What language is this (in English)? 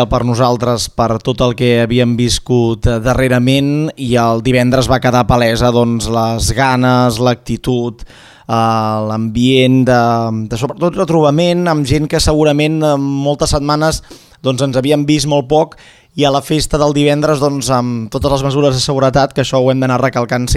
Catalan